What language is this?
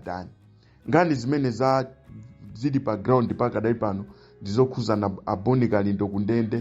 Nyanja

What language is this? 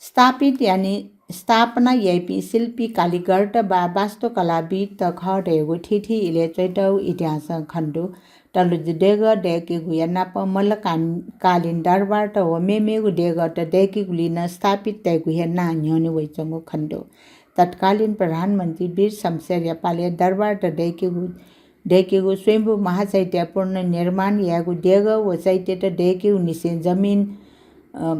Newari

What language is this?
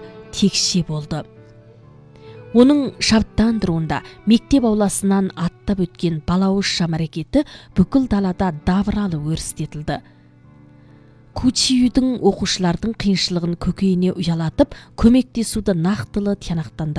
Kazakh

